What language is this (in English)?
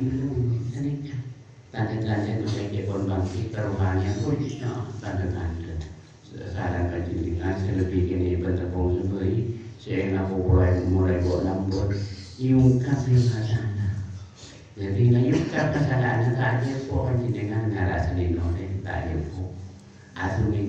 Madurese